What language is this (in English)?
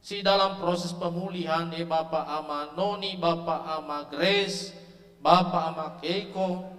Nias